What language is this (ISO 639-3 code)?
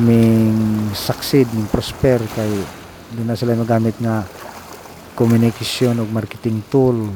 ceb